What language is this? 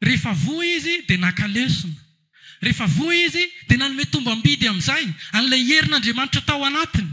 Malagasy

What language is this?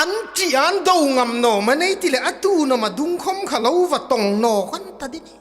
Hmar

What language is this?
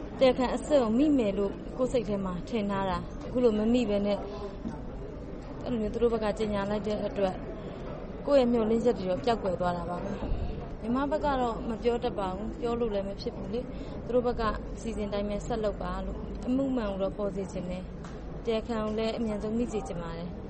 Burmese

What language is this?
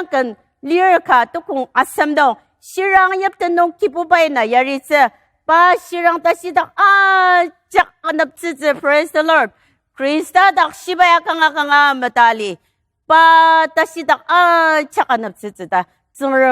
Ao Naga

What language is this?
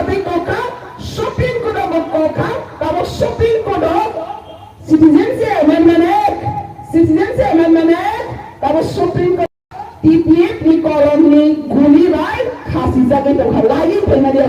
Kok Borok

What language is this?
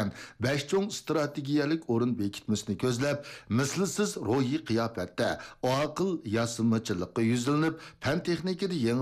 Uyghur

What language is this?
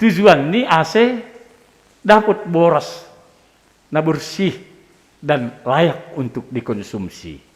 Batak Simalungun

